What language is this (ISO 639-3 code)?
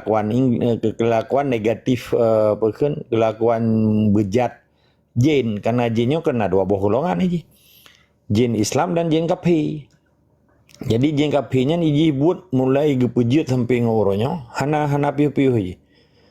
ace